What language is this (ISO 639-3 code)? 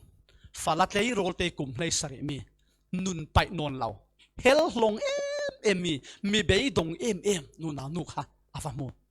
cfm